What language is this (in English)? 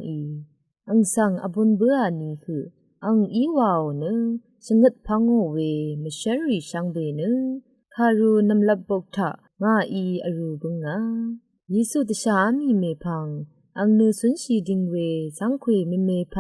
Rawang